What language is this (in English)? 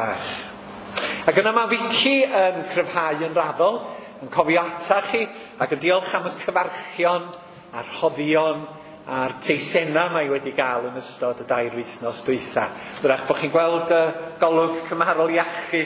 Welsh